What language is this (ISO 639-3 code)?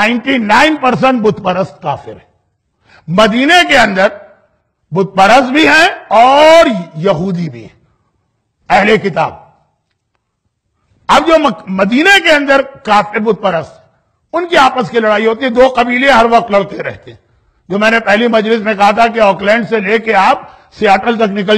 urd